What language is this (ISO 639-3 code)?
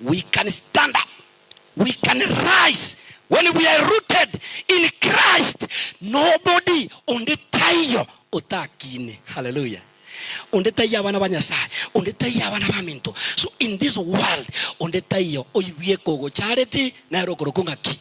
guz